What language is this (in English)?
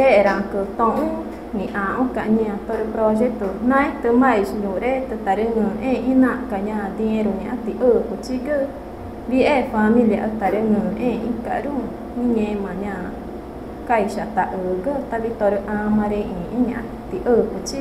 Ticuna